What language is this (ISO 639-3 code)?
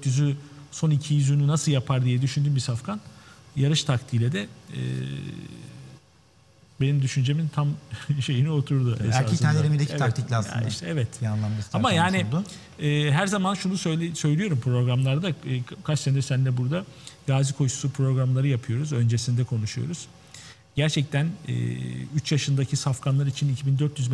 tur